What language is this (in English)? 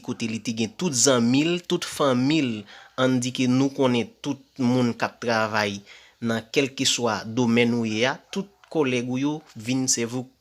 Haitian Creole